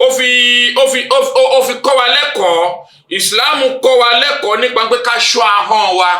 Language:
Yoruba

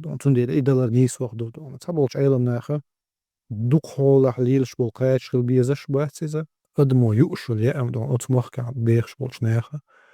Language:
Chechen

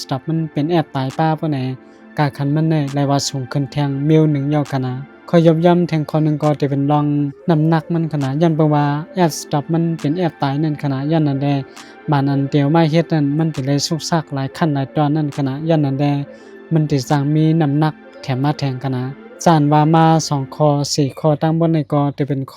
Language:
Shan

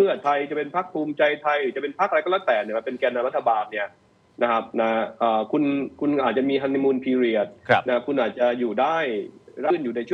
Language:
Thai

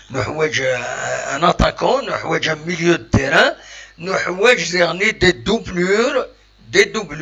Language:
Kabyle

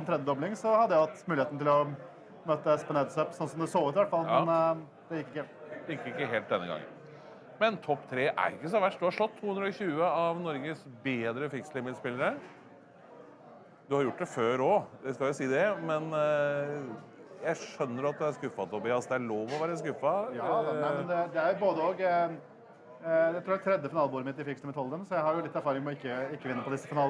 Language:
Norwegian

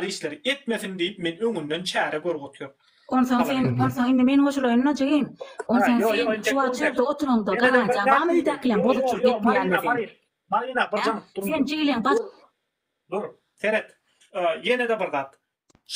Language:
Turkmen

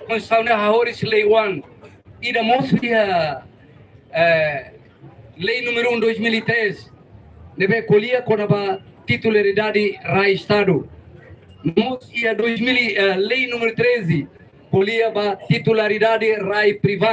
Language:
Tetum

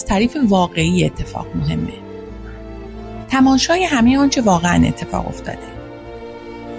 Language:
Persian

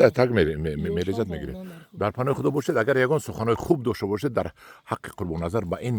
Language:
Tajik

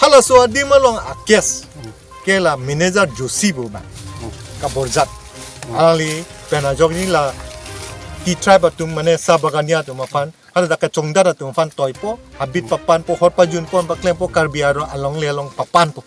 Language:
Karbi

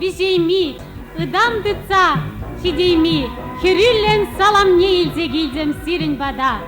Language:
Chuvash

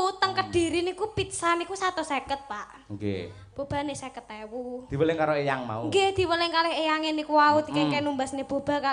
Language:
Javanese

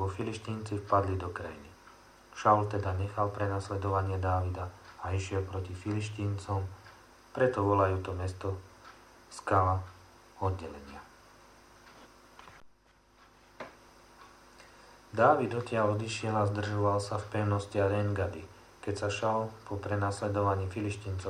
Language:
Slovak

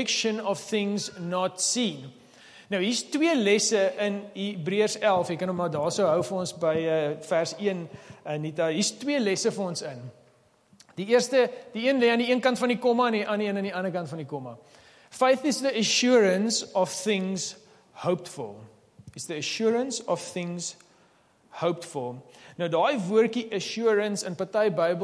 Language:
Afrikaans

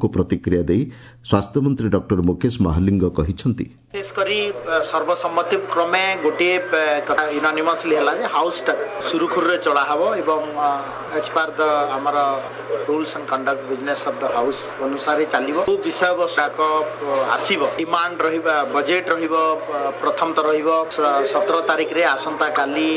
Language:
Odia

